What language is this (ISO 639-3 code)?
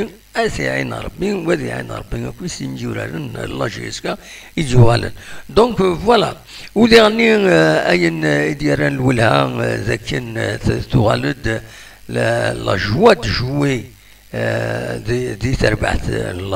kab